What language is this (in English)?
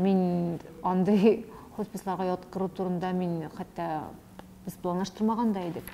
Tatar